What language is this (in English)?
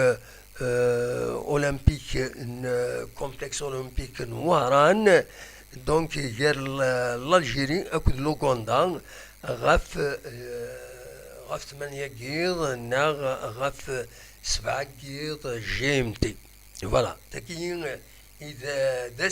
Kabyle